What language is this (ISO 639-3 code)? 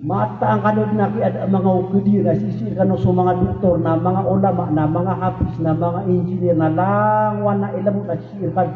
mrw